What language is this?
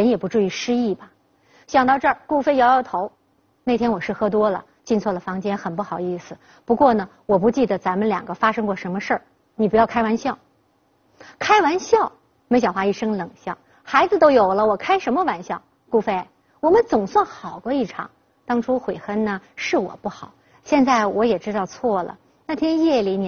Chinese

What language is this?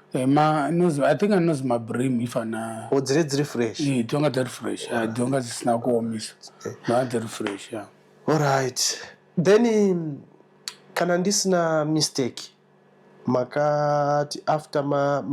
Shona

